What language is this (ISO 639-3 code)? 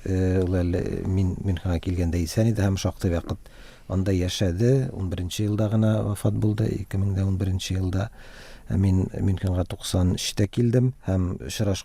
tat